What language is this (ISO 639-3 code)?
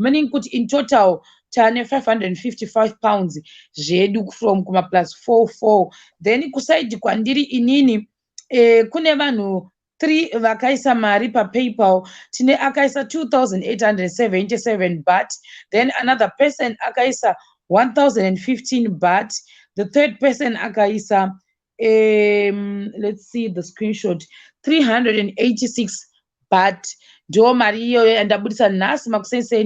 sna